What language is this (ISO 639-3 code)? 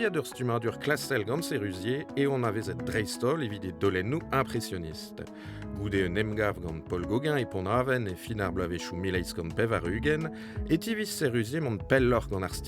bre